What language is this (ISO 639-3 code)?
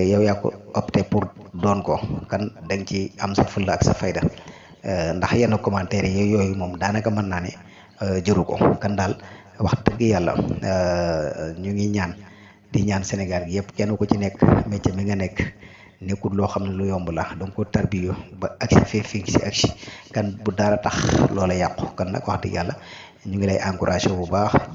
wol